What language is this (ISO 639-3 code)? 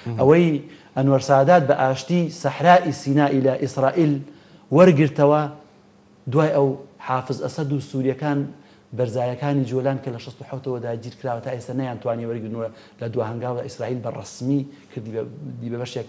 ckb